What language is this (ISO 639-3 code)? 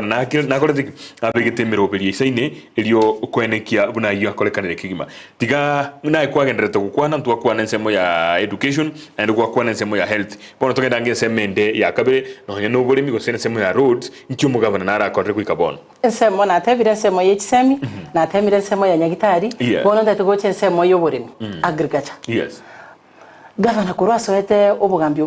guz